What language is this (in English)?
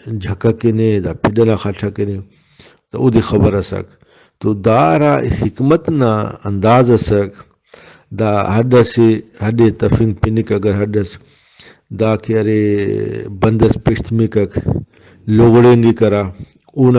Brahui